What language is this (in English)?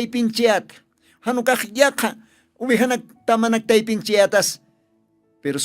Aymara